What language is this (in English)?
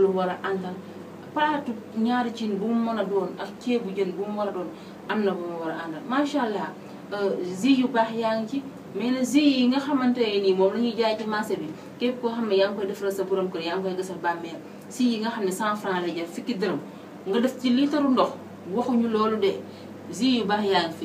Wolof